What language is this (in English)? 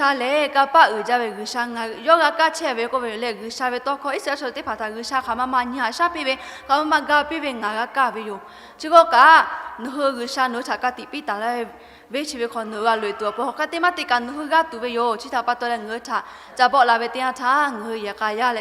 Lahu